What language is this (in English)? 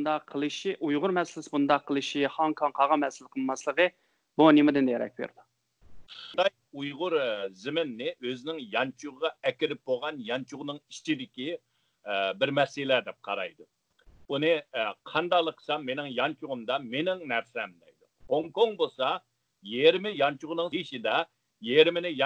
Uyghur